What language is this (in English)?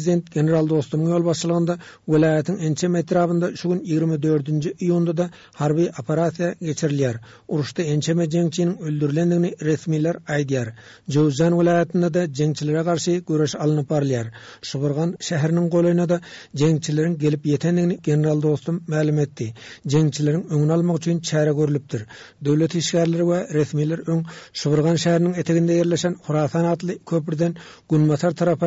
Turkmen